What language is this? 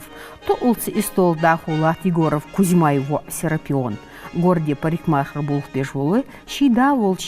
Ingush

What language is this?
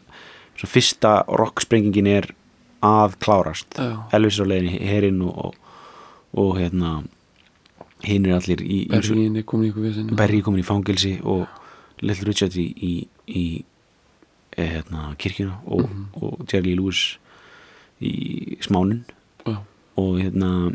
Icelandic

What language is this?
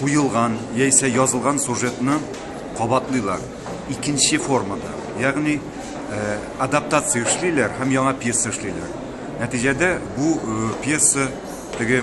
Tatar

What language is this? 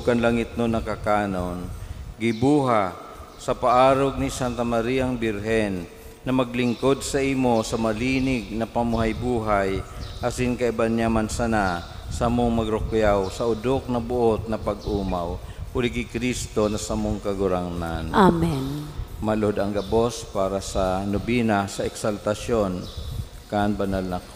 Bikol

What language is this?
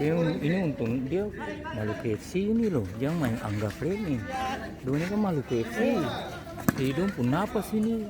Ambonese Malay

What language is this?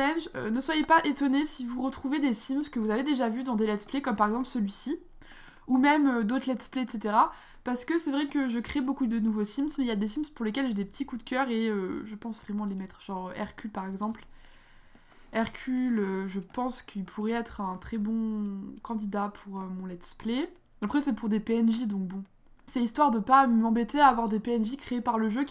French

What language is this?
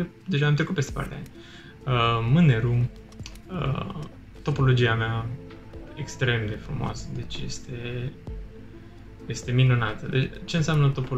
Romanian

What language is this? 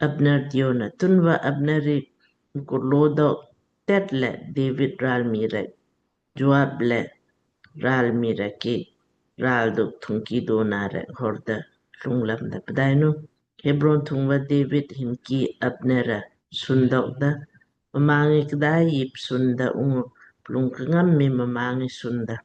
Lamkang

